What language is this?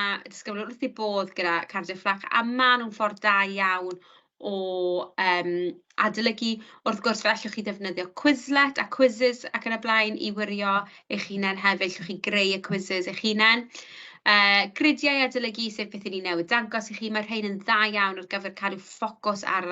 Welsh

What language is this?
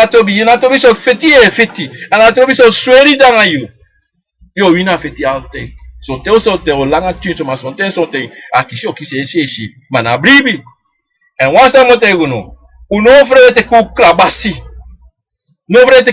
Sranan Tongo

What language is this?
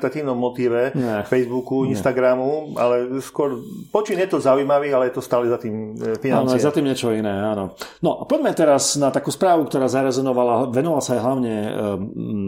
Slovak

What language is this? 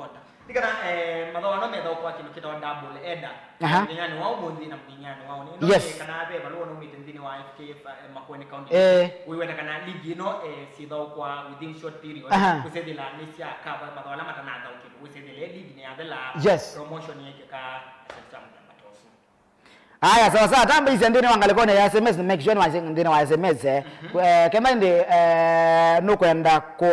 Kamba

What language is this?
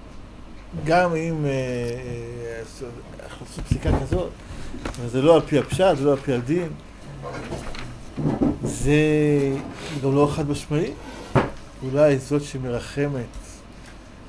Hebrew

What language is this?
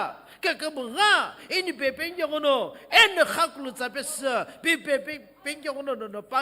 Sumi Naga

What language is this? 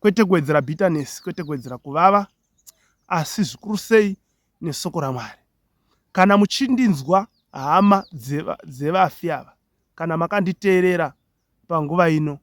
Shona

